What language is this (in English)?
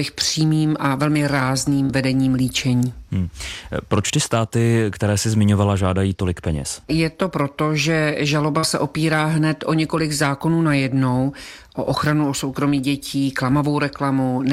Czech